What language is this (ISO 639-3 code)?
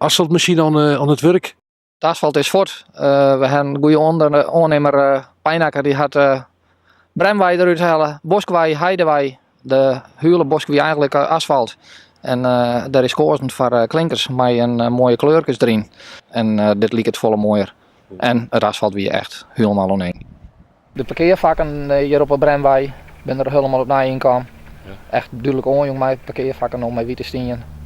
fry